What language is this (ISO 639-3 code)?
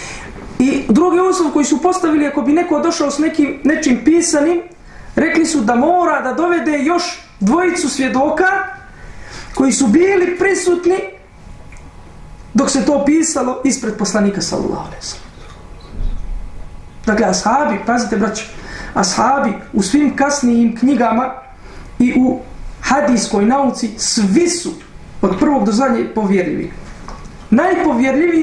bos